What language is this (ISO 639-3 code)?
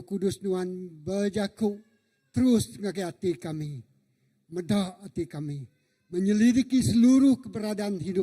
iba